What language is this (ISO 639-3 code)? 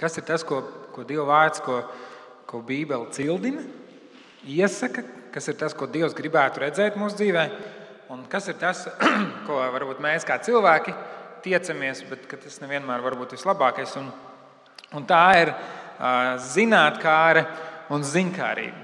lav